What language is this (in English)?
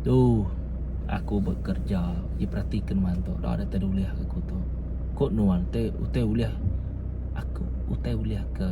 Iban